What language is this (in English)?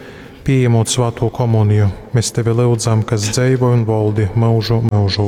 Latgalian